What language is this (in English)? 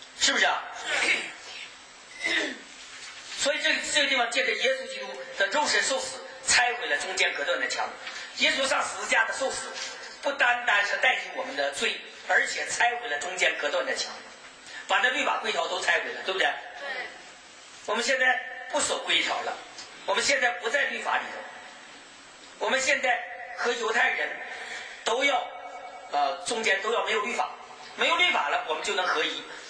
Chinese